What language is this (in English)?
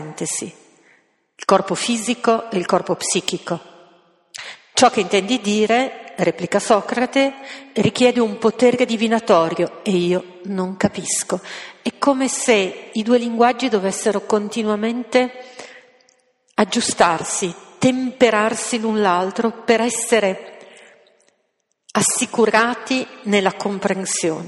Italian